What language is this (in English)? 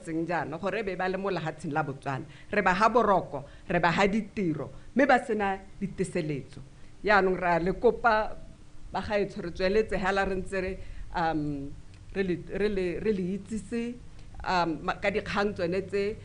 Tswana